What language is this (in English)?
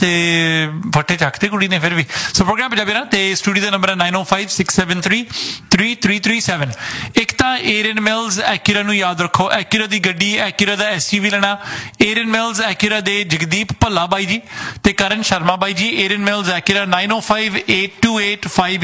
Punjabi